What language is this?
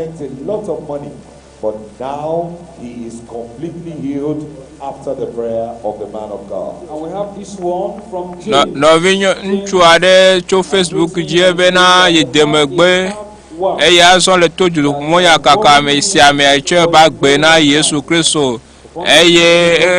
Ewe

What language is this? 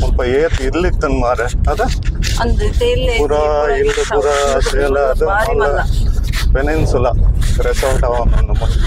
Tulu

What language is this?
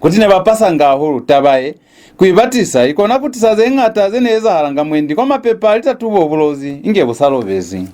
Lozi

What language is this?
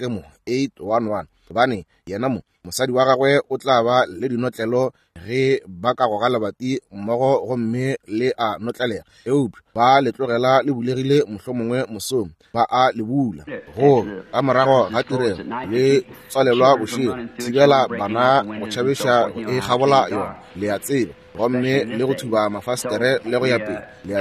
Northern Sotho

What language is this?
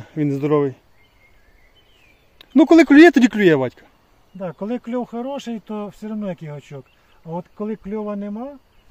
Ukrainian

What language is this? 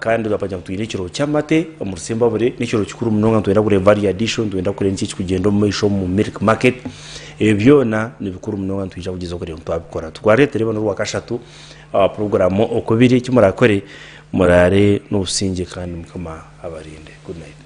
Nyankole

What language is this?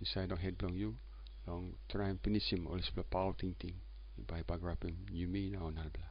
Tok Pisin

